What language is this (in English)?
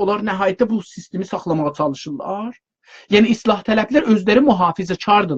South Azerbaijani